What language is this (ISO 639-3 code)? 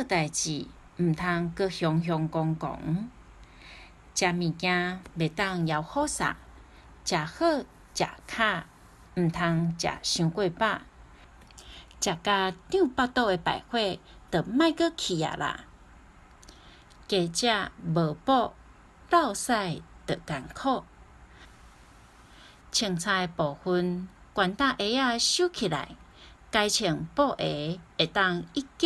nan